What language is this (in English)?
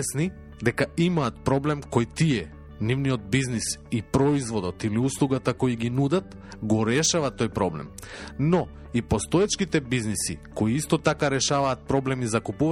Macedonian